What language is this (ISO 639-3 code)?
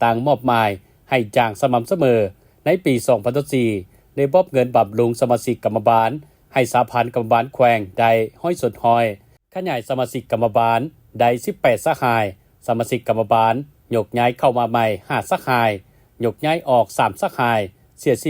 lao